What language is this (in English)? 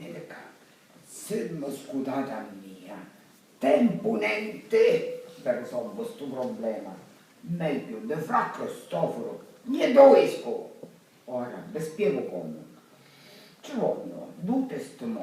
Sicilian